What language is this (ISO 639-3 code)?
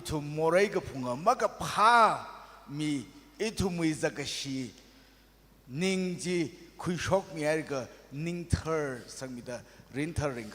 nmf